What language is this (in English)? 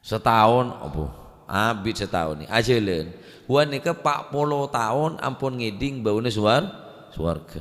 Madurese